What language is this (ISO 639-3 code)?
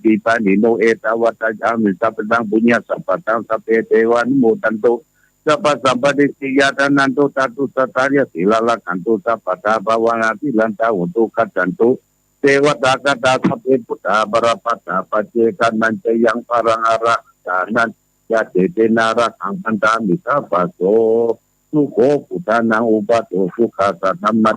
pli